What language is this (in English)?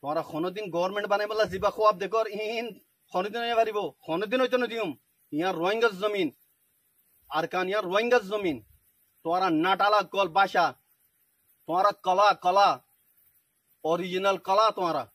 Rohingya